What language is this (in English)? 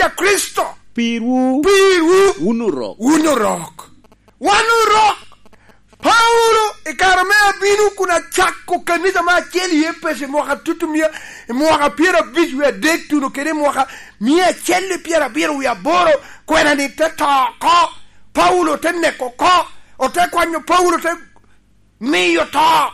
Lango (Uganda)